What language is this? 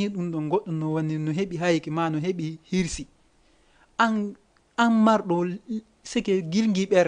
Fula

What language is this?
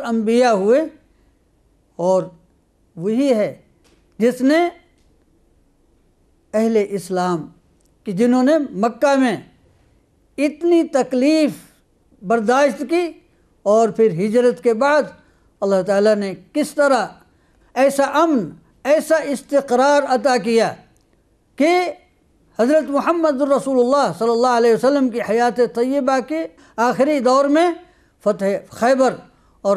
Urdu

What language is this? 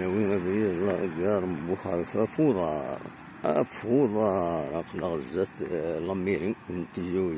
Kabyle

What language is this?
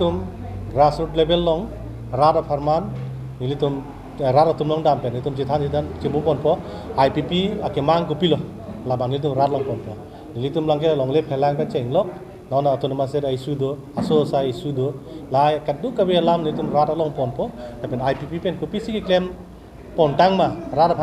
Karbi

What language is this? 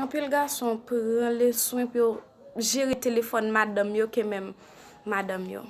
Haitian Creole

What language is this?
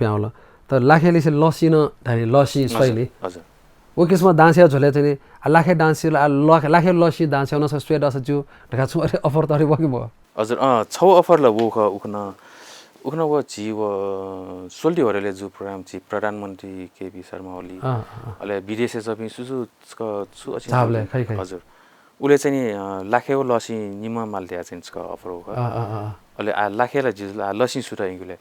Newari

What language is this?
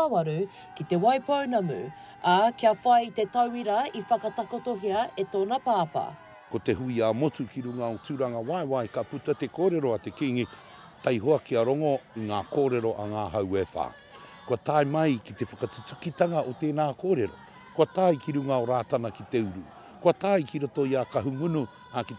Māori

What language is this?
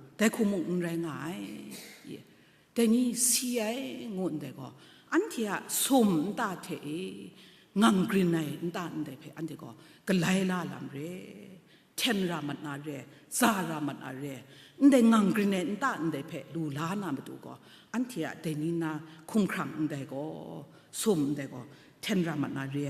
Kachin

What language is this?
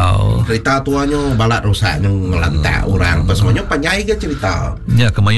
Iban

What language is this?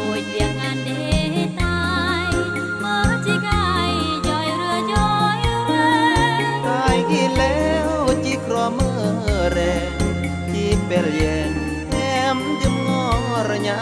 Khmu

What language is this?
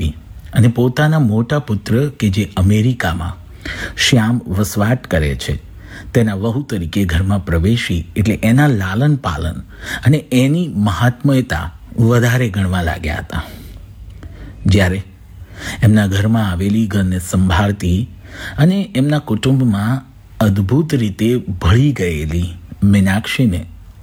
Gujarati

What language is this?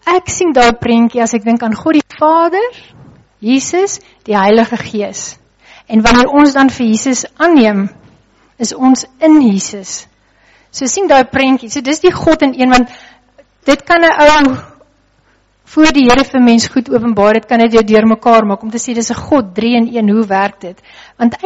Afrikaans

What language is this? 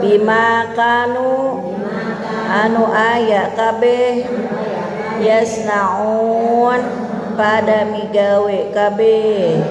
Sundanese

